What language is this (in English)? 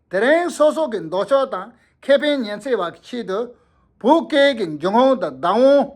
Tibetan